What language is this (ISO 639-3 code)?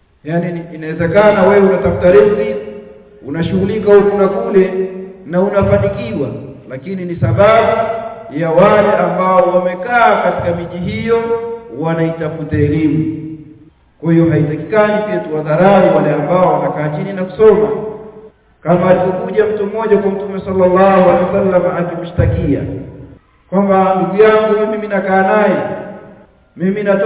swa